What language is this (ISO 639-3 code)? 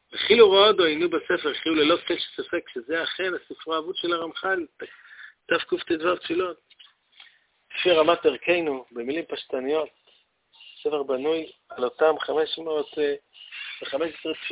heb